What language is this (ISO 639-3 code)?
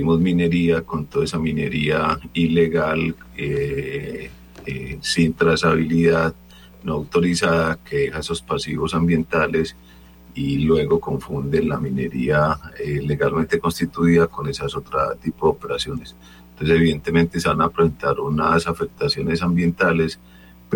spa